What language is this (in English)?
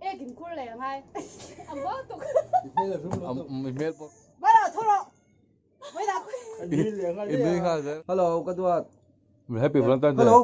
Mizo